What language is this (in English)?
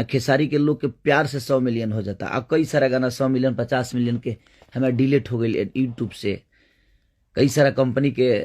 Bhojpuri